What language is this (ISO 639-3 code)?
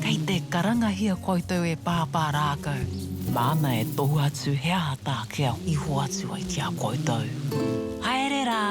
mri